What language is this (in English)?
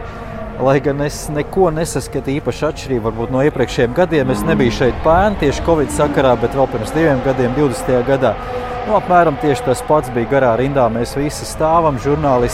Latvian